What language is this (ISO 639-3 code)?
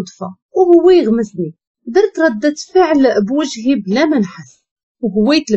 ary